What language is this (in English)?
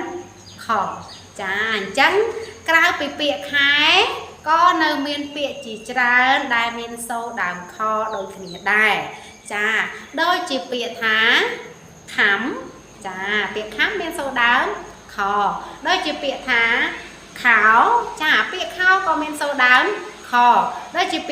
Khmer